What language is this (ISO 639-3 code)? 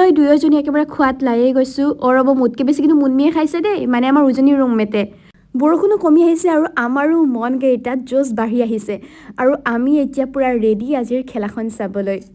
asm